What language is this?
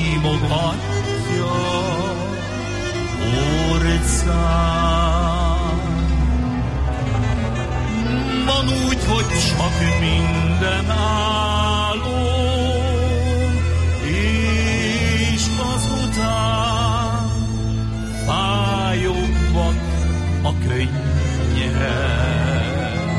Hungarian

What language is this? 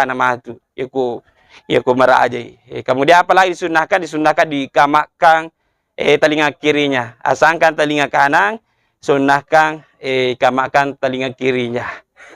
Buginese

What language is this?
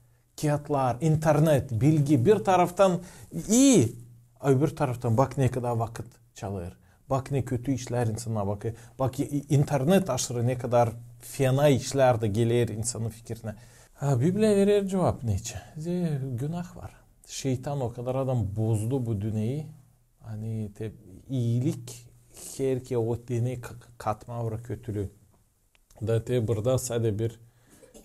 Gagauz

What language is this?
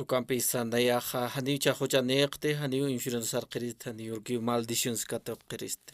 Aymara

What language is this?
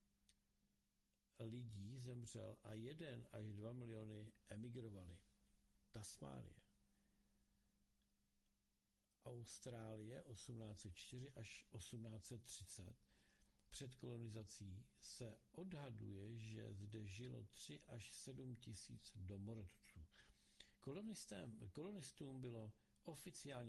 Czech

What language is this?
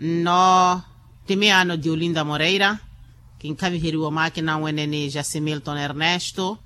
Makhuwa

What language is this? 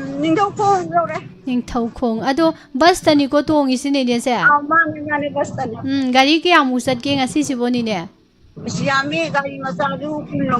Manipuri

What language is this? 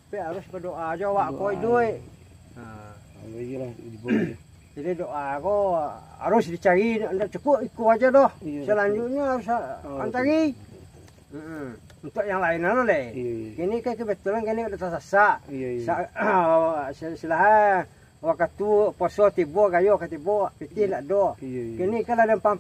Minangkabau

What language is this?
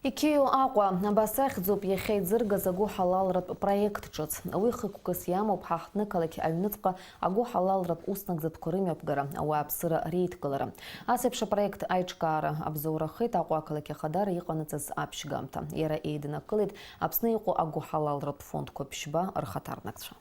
Abkhazian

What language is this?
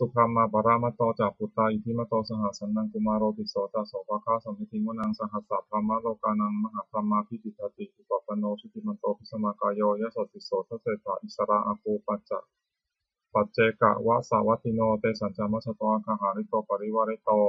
Pali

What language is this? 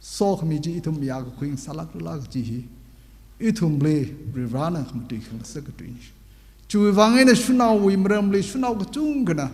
Tangkhul Naga (India)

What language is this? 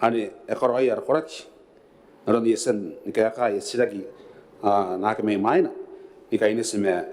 Gilbertese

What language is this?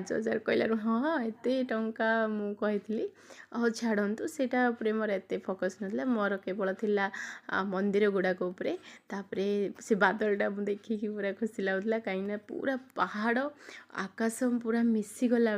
Odia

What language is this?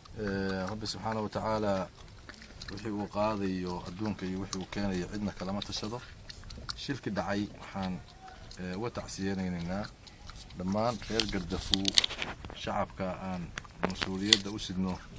Somali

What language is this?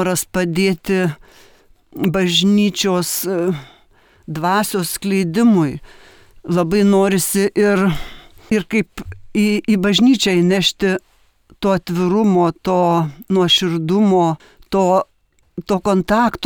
Lithuanian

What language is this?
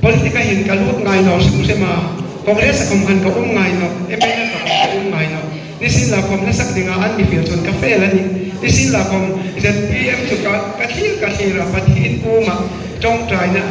Hmar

